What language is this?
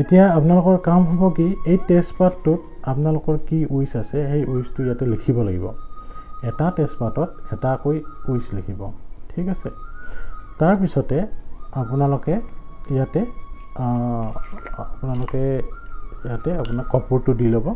Assamese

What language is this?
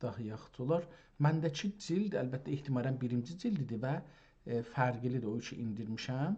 South Azerbaijani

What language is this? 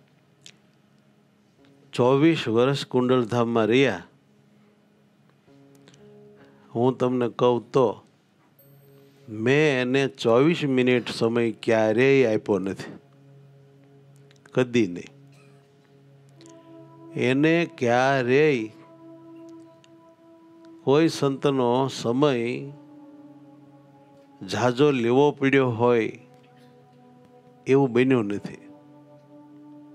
Gujarati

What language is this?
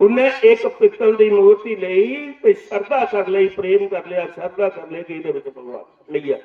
Dogri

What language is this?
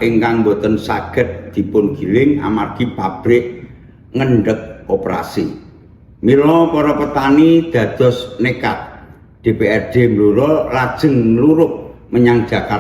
Javanese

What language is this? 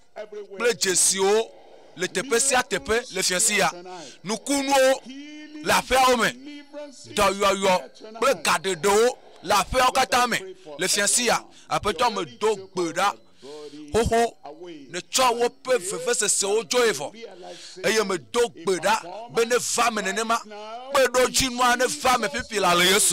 Ewe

